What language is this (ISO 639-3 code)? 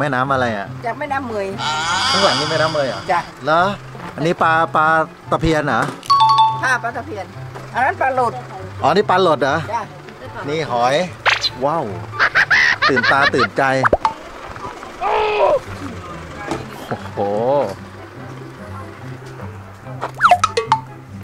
tha